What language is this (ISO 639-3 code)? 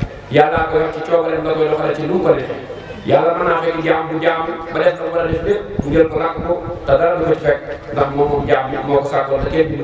wol